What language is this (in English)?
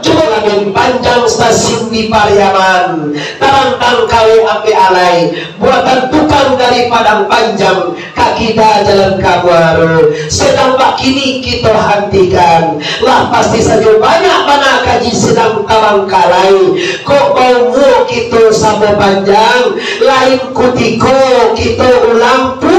Minangkabau